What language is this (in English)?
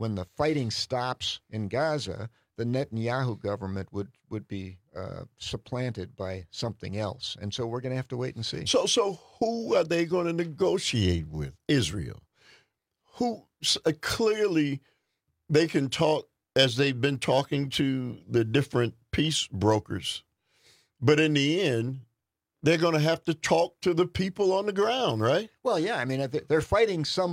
English